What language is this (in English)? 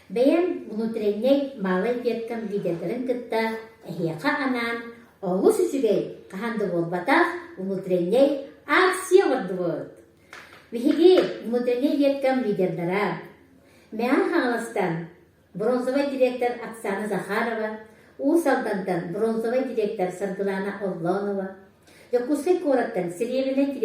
Yakut